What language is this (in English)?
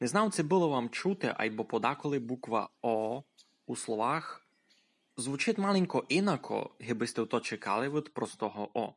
Rusyn